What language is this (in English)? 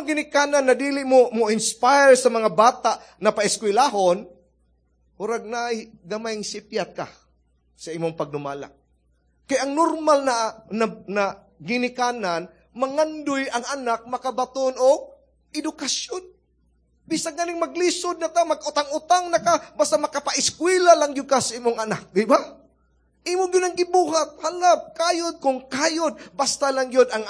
Cebuano